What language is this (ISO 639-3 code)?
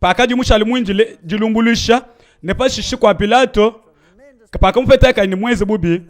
lua